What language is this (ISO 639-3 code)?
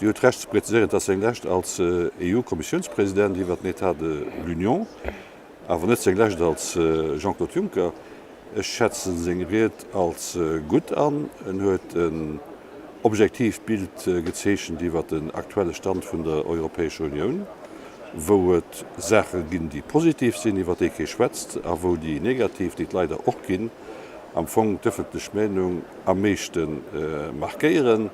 ltz